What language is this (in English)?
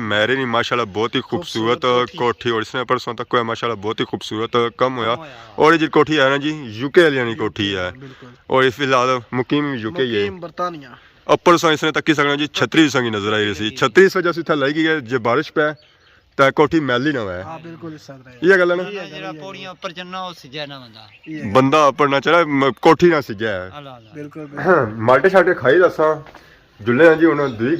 Pahari-Potwari